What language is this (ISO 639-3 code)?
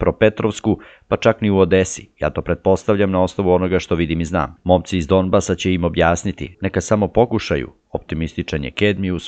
srp